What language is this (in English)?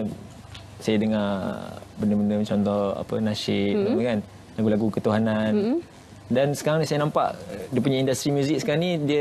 Malay